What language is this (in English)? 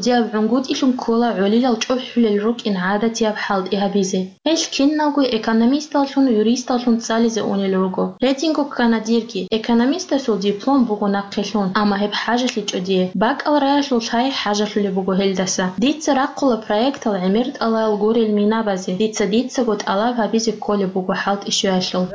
Avaric